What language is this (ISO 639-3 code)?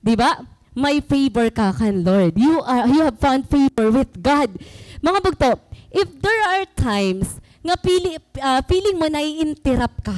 war